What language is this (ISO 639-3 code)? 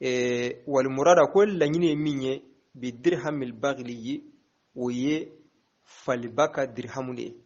bam